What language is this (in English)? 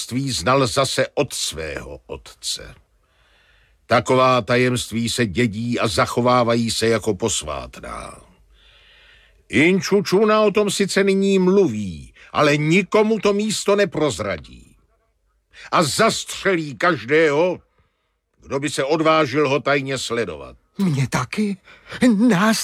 Czech